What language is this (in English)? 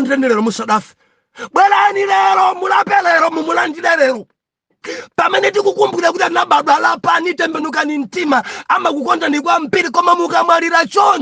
Nyanja